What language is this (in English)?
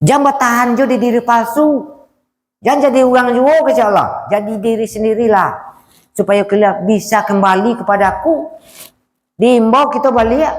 Minangkabau